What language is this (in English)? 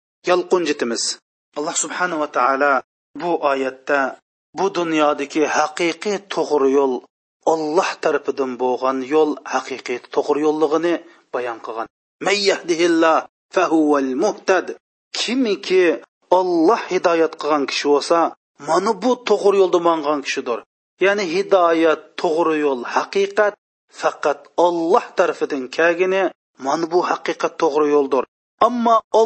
Uyghur